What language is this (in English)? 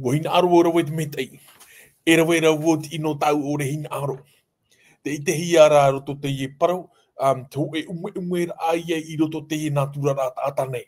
Tahitian